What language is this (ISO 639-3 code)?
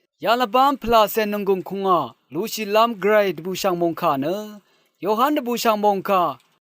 raw